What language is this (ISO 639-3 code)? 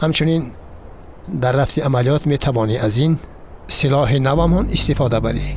tgk